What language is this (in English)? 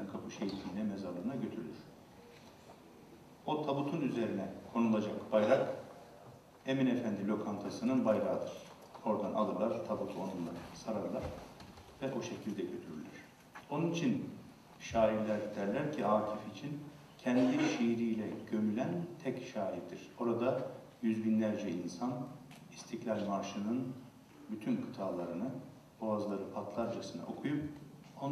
Turkish